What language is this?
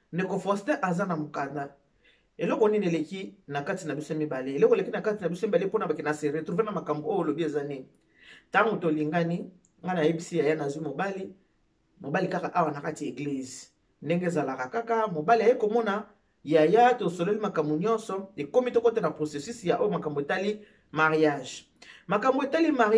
Lingala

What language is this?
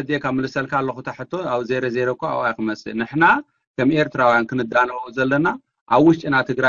Tigrinya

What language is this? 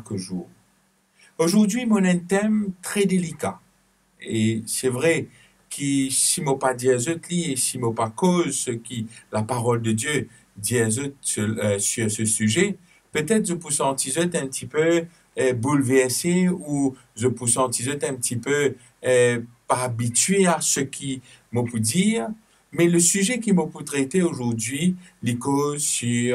Morisyen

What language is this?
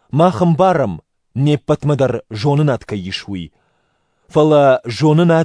Ossetic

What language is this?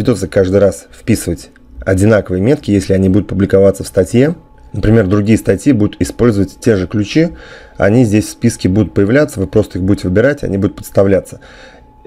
Russian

